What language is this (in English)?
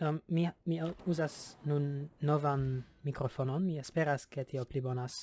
Esperanto